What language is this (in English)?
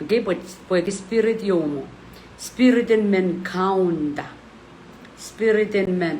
Pohnpeian